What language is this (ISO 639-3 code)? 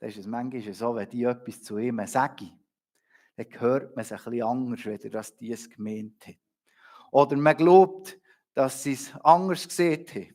gsw